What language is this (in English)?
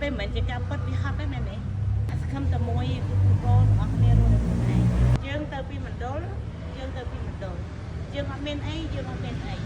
Khmer